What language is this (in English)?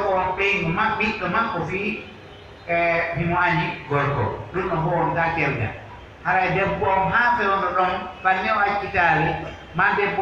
Pular